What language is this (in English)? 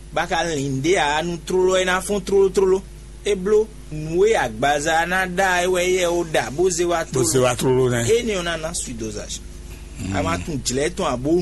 Fon